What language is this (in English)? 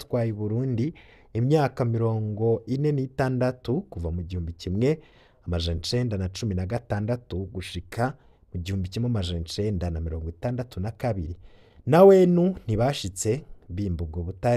Rundi